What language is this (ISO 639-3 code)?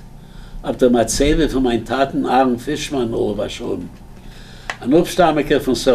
yid